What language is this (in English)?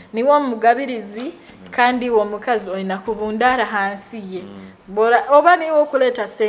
Nyoro